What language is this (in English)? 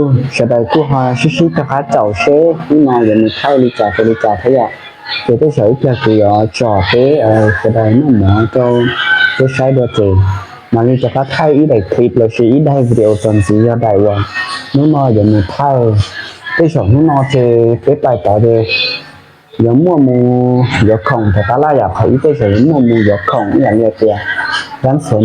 Hmong